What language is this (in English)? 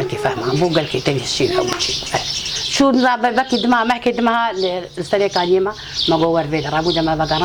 Kurdish